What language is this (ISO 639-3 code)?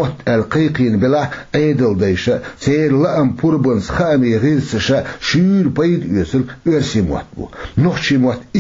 che